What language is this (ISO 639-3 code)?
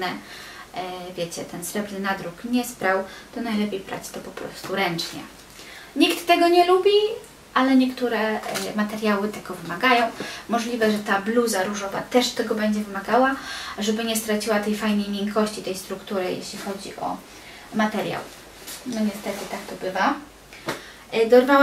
pol